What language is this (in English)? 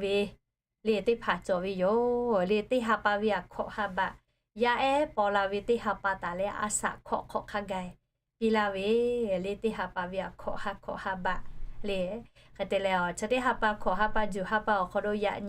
Lahu